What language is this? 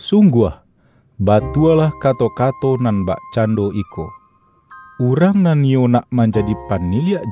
Minangkabau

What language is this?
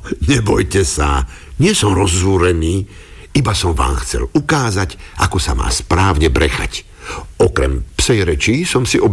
Slovak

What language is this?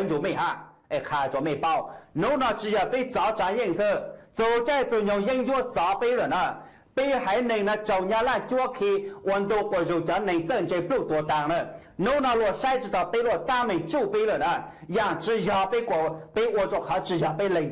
Hmong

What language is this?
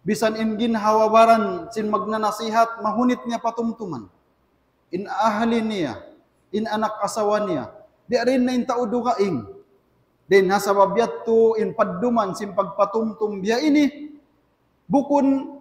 Tausug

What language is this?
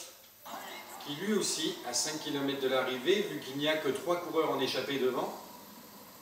French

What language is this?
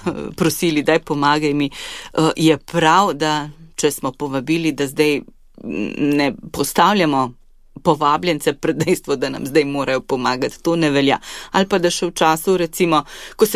Slovenian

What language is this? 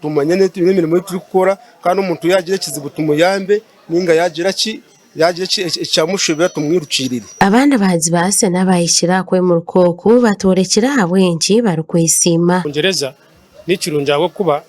Nyankole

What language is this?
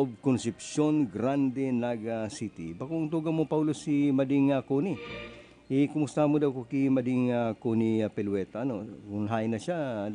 Bikol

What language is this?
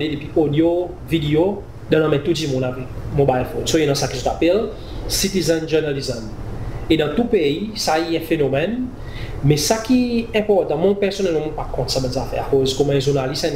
Seselwa Creole French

